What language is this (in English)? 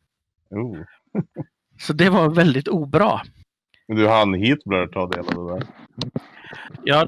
Swedish